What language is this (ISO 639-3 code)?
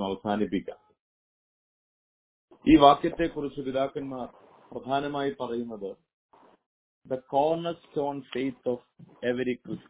mal